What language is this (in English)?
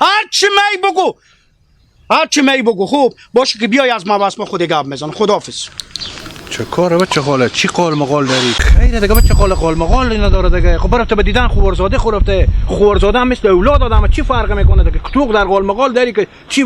Hazaragi